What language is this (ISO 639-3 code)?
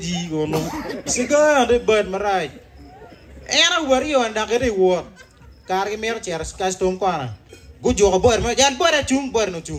ach